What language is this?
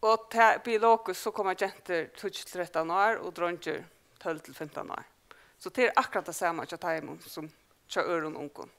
Faroese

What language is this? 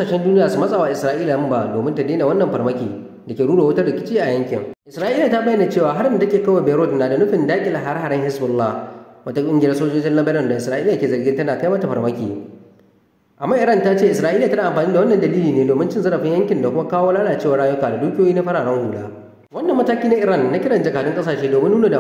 Hausa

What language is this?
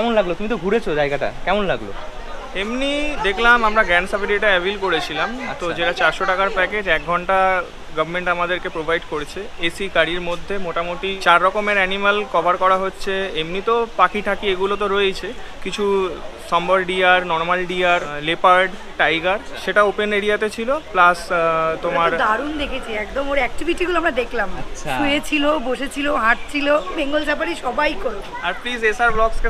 Bangla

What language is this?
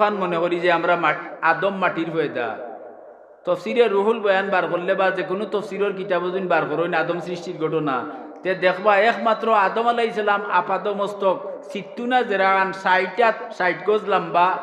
Sylheti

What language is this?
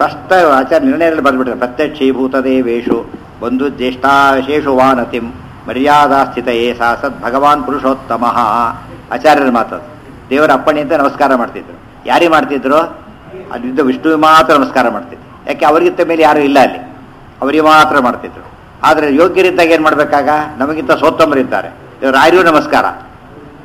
Kannada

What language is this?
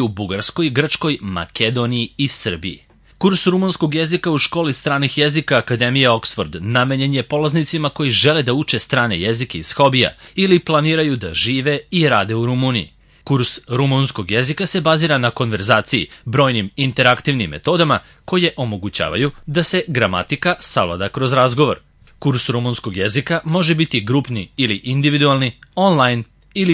Serbian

